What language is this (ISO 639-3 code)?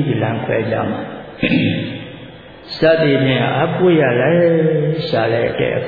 mya